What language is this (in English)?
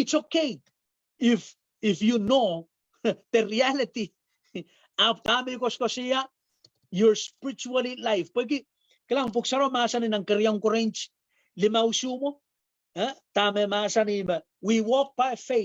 Pohnpeian